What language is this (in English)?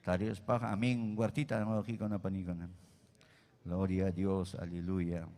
Ayacucho Quechua